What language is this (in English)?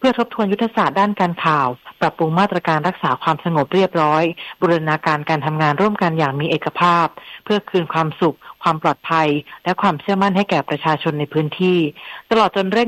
Thai